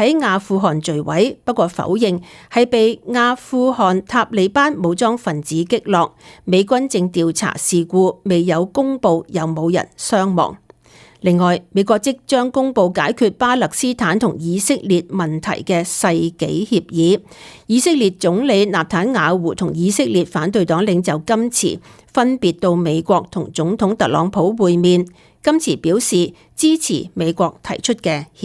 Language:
Cantonese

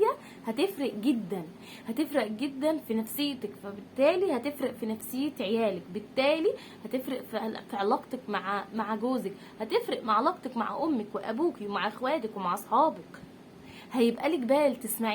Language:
Egyptian Arabic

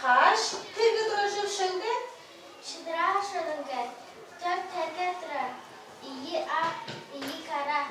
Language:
Tuvinian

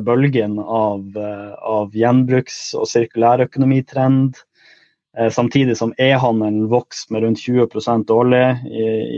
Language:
Norwegian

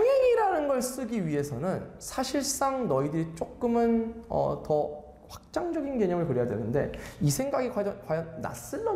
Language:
Korean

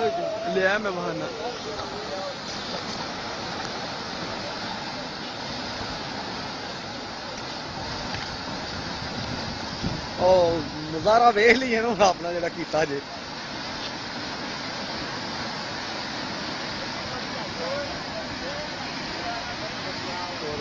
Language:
Punjabi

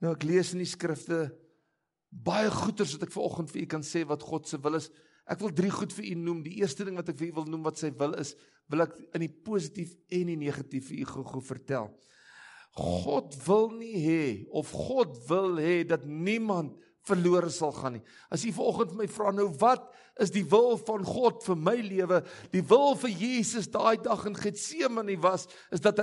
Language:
Afrikaans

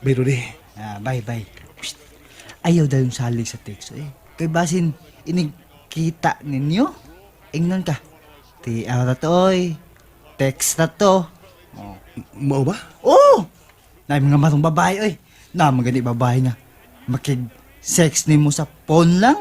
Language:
Cebuano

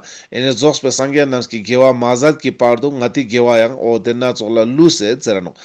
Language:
Ladakhi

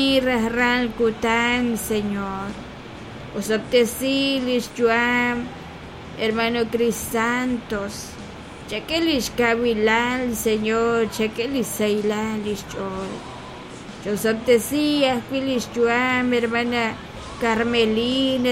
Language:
Kekchí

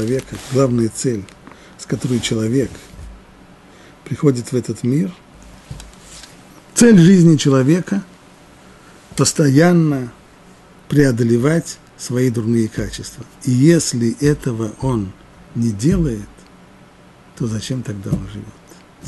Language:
Russian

